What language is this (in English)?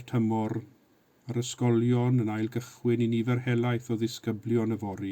Welsh